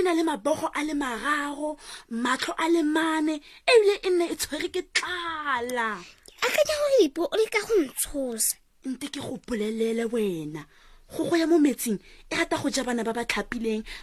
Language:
Tswana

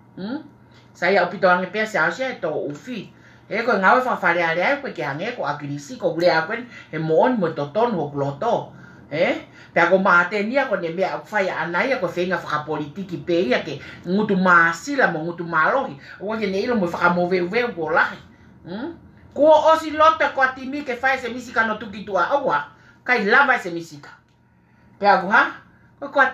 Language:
Tongan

